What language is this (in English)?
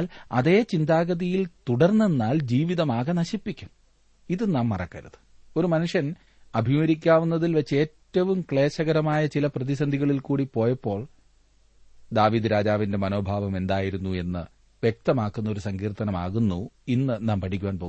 Malayalam